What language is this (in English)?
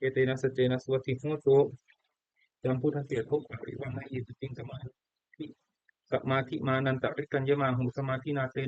Pali